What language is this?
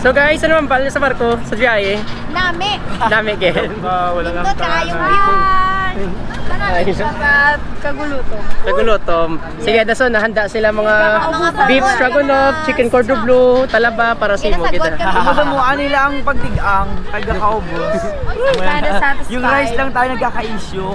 Hiligaynon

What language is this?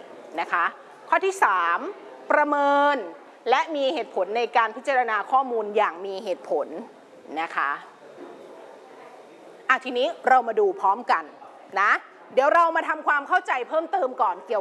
Thai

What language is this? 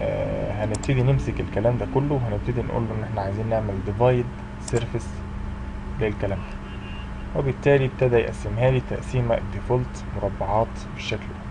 Egyptian Arabic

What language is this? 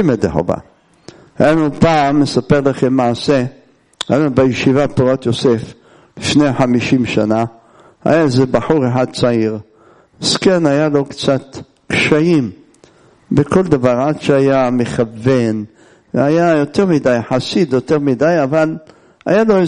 Hebrew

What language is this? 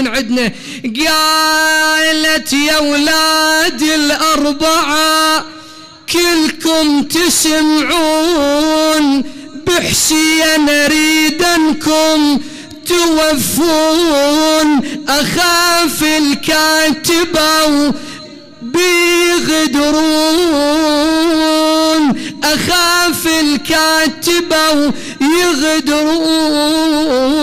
Mesopotamian Arabic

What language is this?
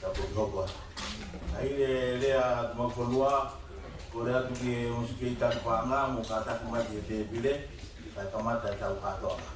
Tongan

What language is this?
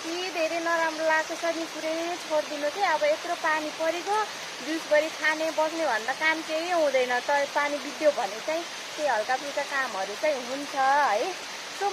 Nepali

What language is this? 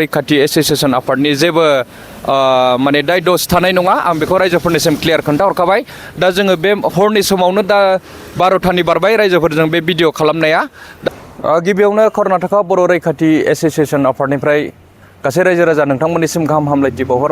Bodo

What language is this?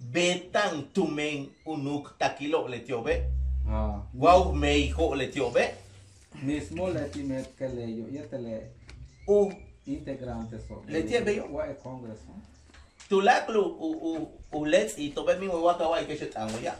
Yucateco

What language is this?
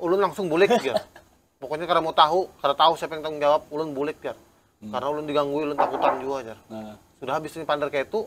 Banjar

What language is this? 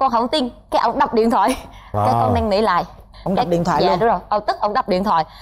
Vietnamese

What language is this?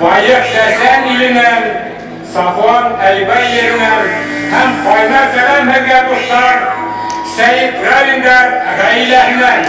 Bashkir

